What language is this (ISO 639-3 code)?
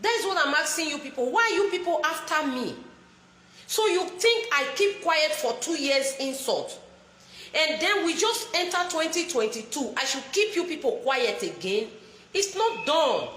pcm